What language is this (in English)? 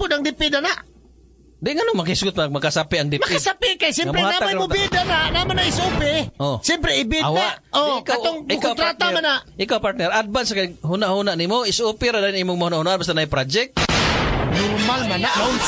Cebuano